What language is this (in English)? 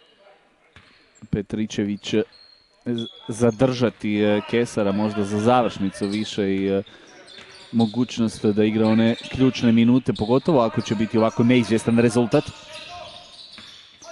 Croatian